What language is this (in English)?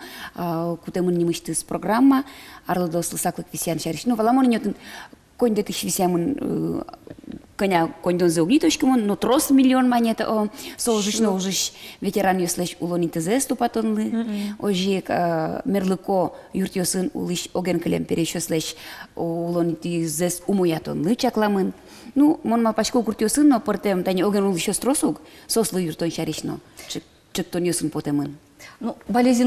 Udmurt